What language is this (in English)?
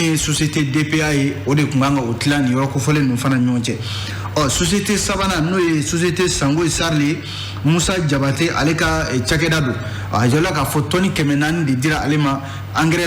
Bambara